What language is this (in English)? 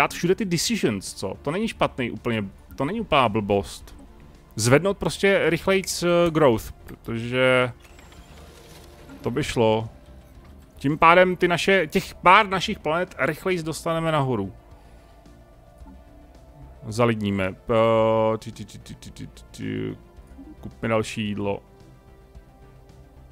Czech